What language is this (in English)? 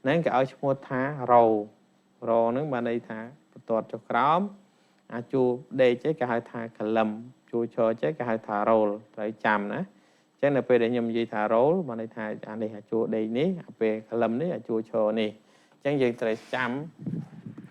Khmer